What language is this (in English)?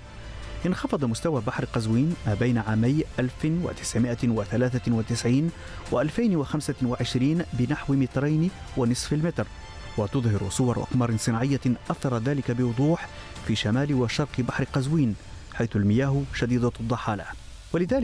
Arabic